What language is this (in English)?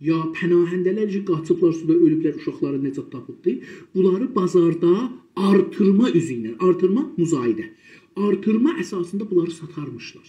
South Azerbaijani